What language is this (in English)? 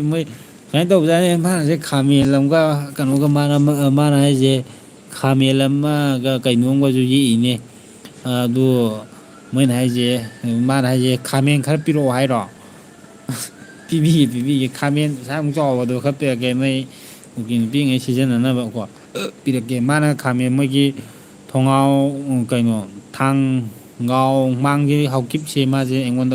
Manipuri